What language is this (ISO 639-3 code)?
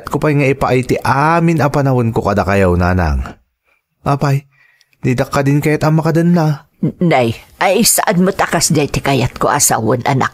ilo